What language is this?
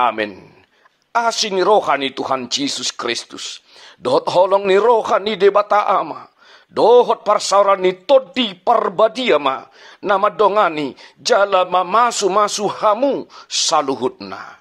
Batak Toba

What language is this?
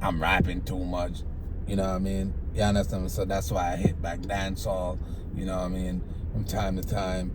Jamaican Creole English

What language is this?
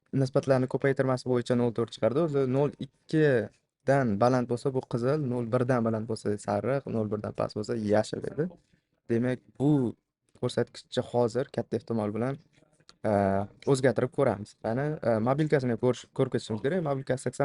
Uzbek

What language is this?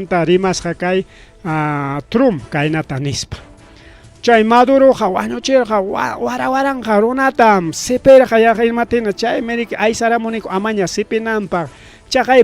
Ayacucho Quechua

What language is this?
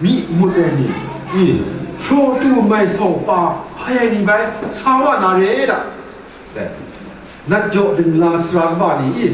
Kachin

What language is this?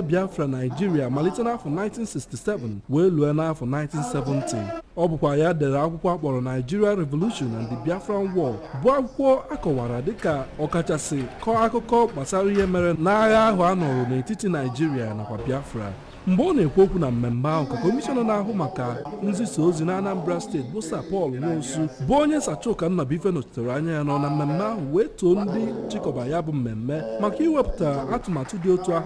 Igbo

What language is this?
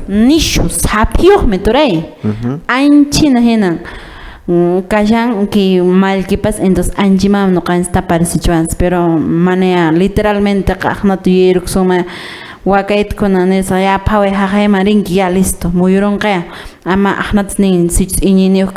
Quechua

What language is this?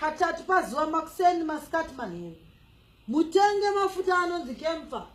Shona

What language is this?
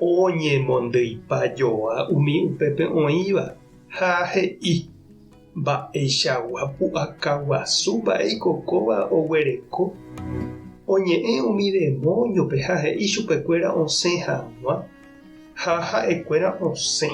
Guarani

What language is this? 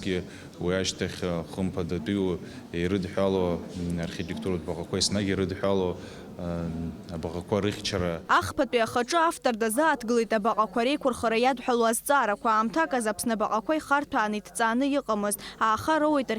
Abkhazian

